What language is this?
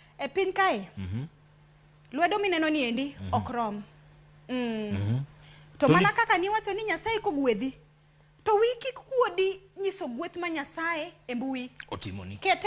Luo (Kenya and Tanzania)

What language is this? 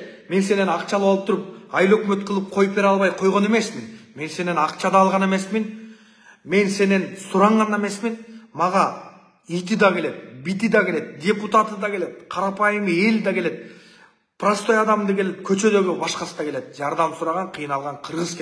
Kyrgyz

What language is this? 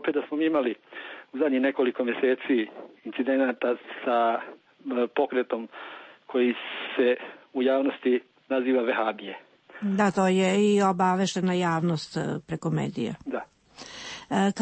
Serbian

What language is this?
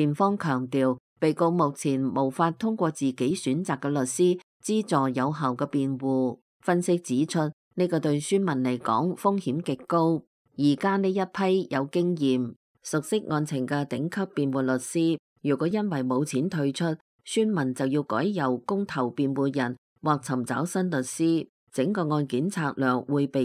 Cantonese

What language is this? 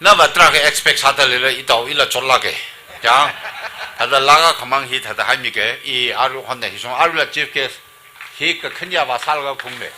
Tangkhul Naga (India)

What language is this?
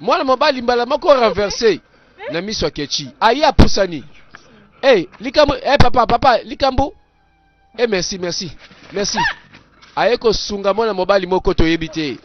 Lingala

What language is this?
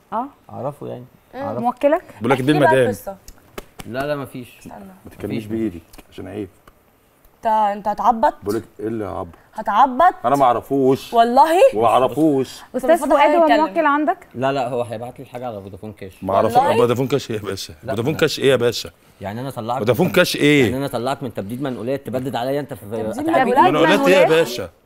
Egyptian Arabic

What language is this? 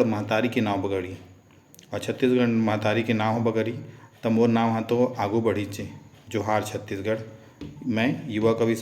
Chhattisgarhi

